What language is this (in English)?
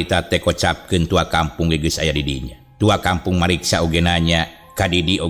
Sundanese